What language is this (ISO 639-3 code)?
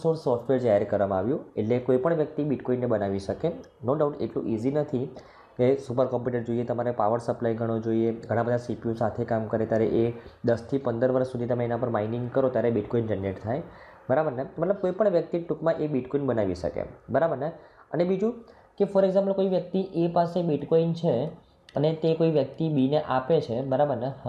guj